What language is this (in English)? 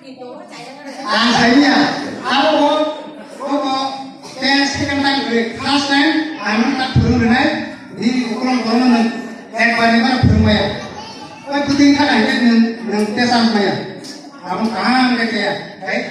Kok Borok